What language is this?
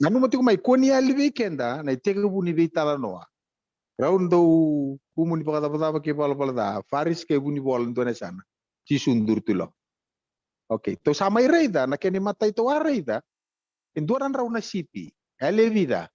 Fijian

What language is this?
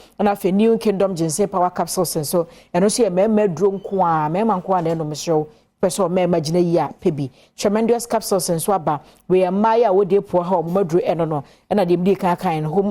Akan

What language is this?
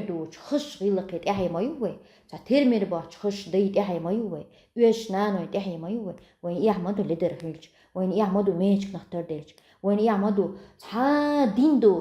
Chechen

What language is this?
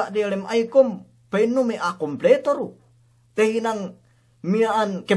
Yakan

